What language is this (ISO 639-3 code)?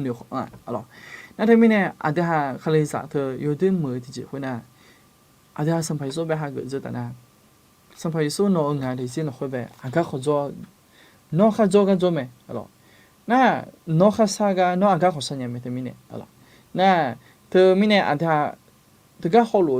ahk